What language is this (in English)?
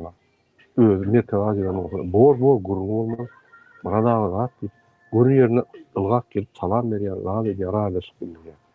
Turkmen